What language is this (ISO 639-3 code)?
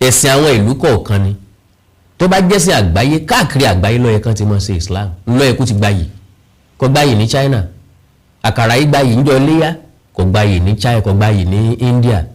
yor